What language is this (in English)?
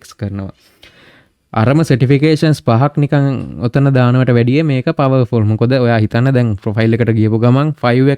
Sinhala